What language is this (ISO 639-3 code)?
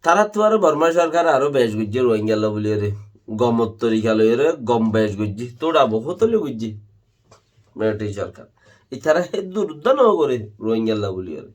rhg